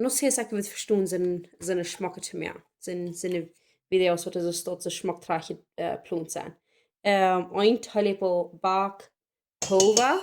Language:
Plautdietsch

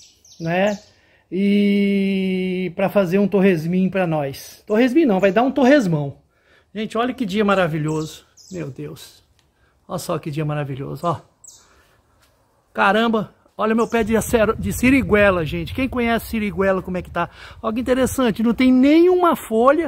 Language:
Portuguese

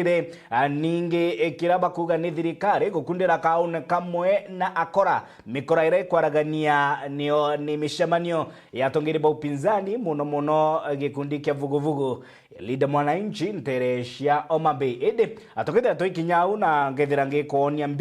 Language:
Meru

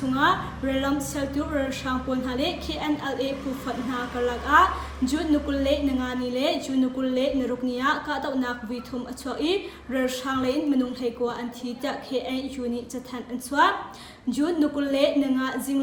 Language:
Hakha Chin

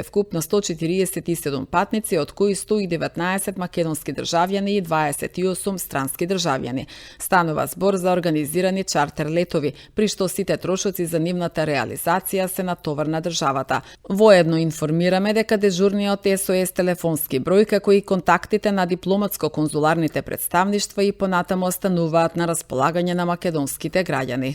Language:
Macedonian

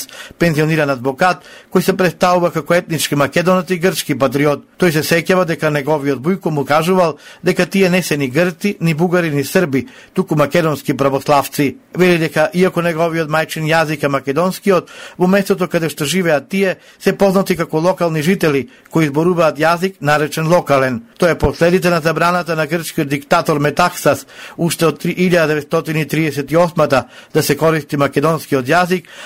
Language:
Macedonian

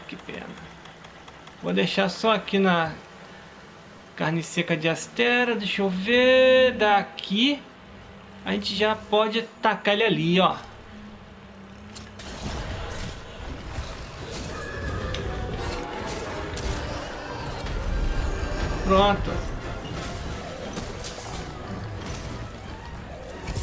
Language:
Portuguese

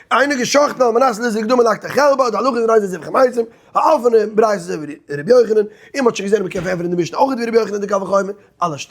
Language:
Yiddish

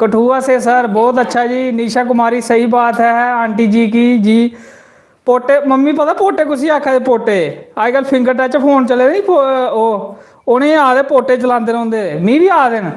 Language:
Dogri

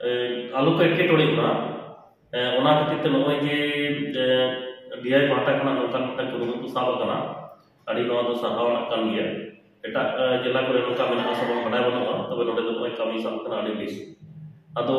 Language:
Santali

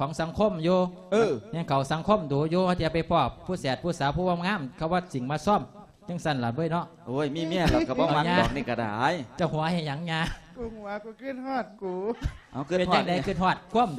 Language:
Lao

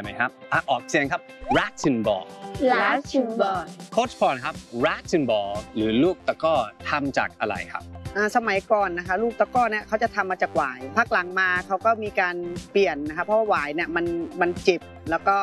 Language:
Thai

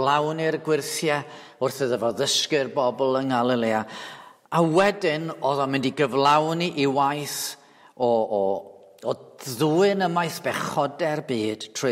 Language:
Welsh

